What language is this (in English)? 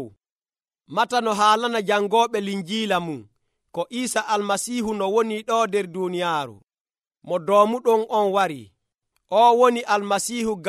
Nigerian Fulfulde